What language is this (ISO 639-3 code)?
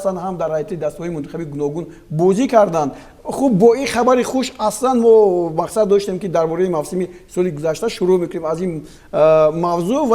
tgk